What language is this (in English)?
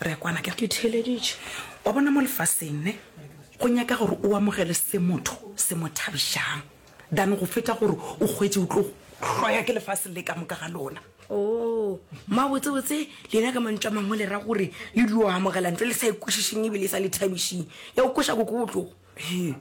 Northern Sotho